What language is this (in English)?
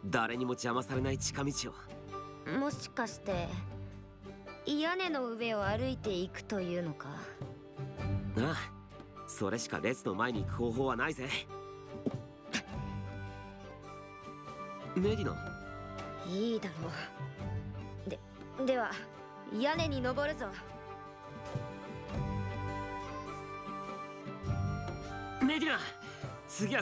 Japanese